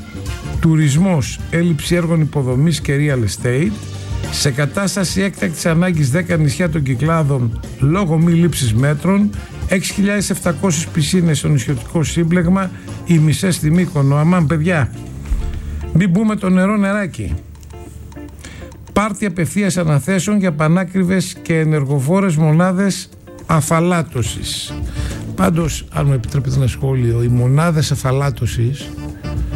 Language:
Greek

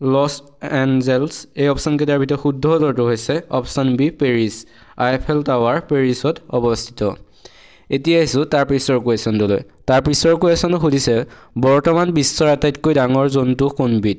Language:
Assamese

